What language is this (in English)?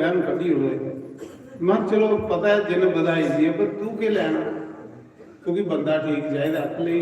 Dogri